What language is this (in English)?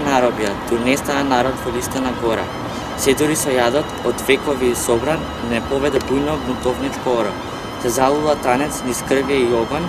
Macedonian